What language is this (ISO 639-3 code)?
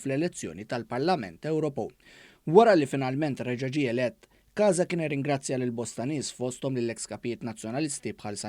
mlt